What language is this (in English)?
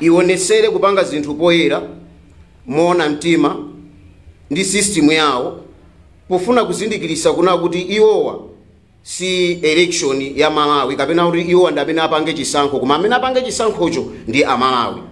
Nyanja